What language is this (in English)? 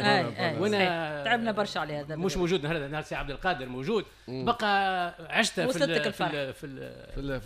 Tunisian Arabic